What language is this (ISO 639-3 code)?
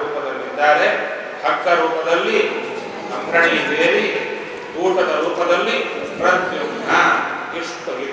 kan